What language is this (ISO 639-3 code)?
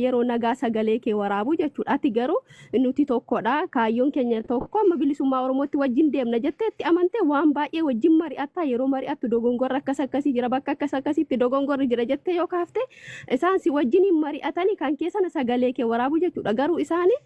orm